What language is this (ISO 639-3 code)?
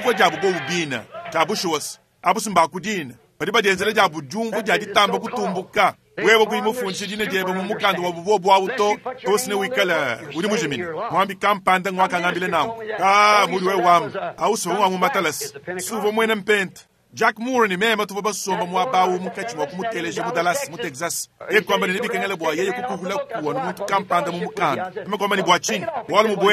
lua